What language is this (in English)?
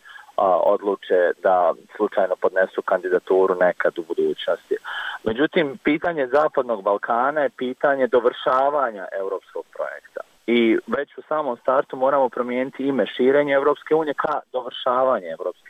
Bosnian